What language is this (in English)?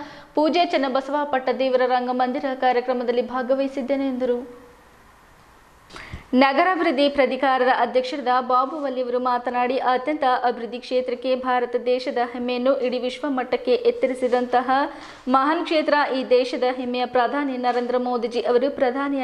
Kannada